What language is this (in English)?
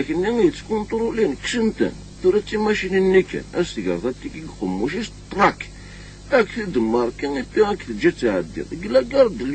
Kabyle